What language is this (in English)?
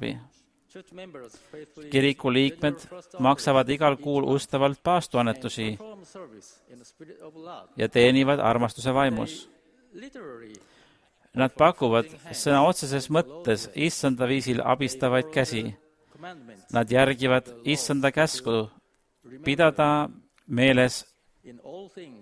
Estonian